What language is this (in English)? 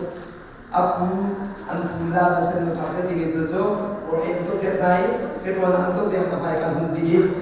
Hakha Chin